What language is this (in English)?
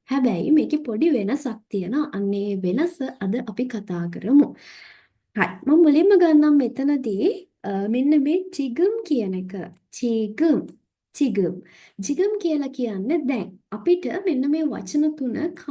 Sinhala